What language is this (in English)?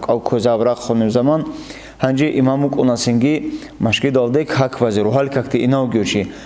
Avaric